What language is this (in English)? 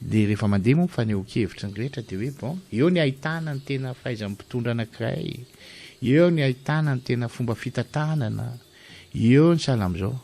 Malagasy